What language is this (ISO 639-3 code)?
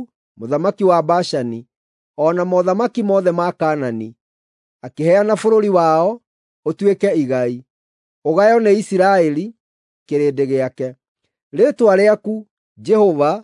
kik